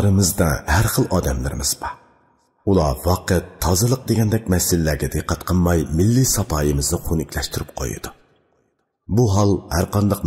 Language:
Uyghur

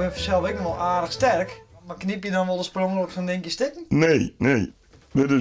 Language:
Western Frisian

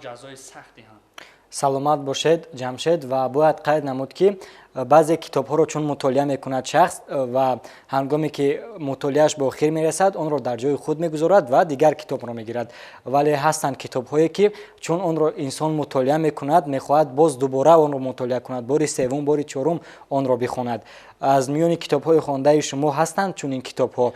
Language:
Tajik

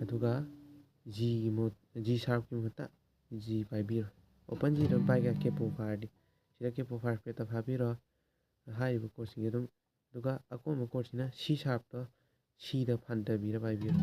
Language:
Manipuri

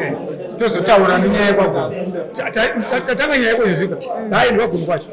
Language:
Shona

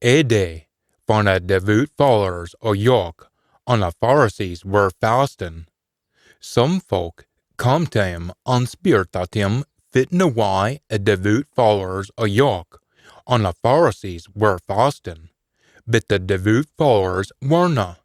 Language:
Scots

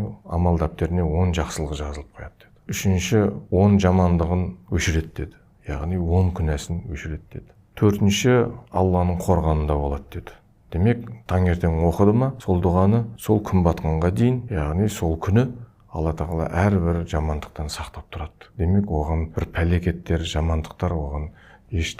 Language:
Kazakh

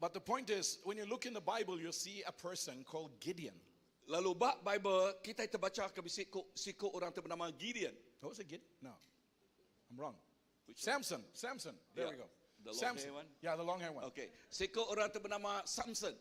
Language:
Iban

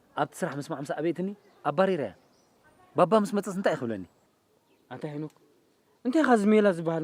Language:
Tigrinya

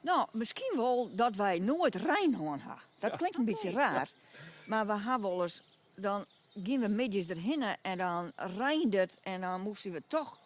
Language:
Western Frisian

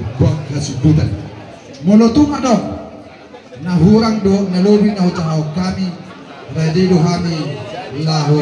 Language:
Batak Toba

